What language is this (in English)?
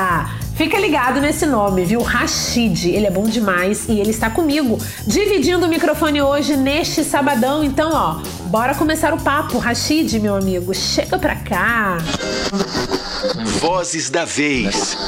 Portuguese